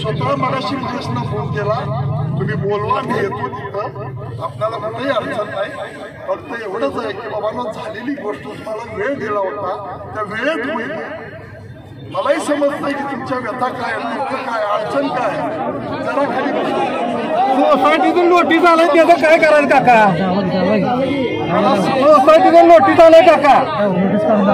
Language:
Marathi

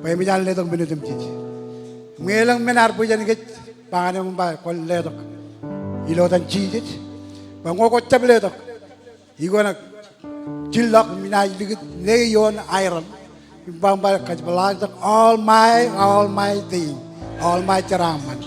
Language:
Marshallese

